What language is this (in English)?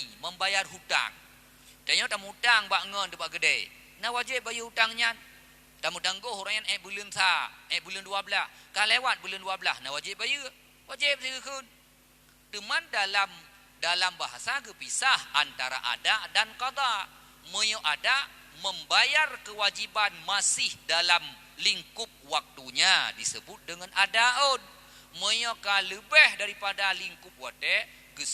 Achinese